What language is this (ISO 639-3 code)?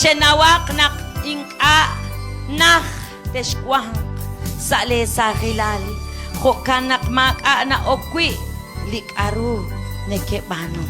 kek